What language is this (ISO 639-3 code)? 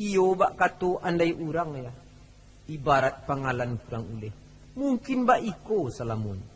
min